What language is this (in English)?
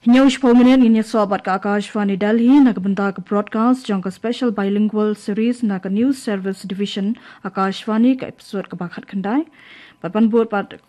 Khasi